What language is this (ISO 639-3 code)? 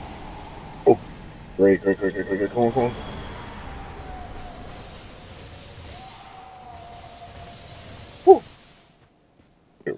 eng